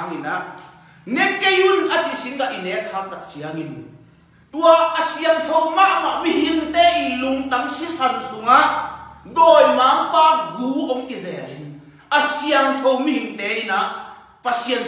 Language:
Tedim Chin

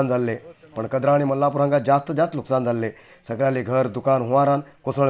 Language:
Konkani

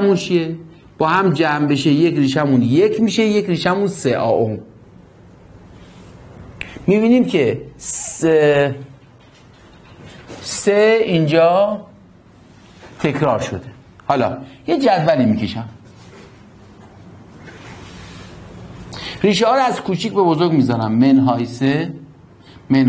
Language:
Persian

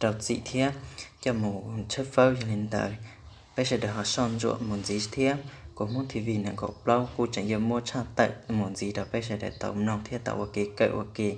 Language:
Hmong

